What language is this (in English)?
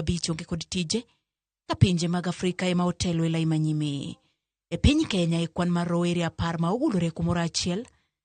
Luo (Kenya and Tanzania)